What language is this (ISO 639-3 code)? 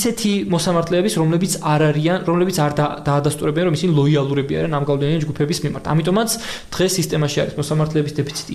kat